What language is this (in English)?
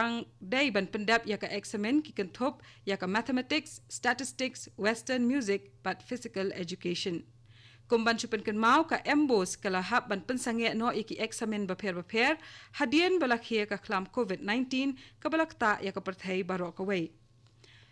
Khasi